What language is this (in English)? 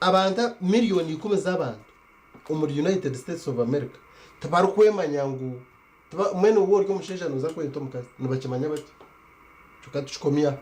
Nyankole